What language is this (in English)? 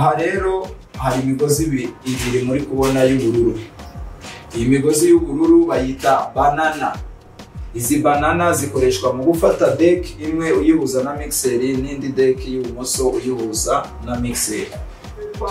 Kinyarwanda